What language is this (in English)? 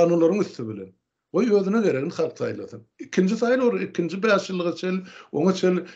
Turkmen